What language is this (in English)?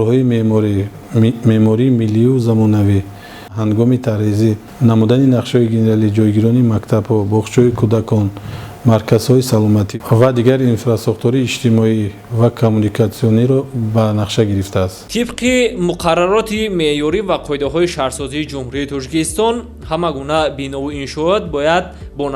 Tajik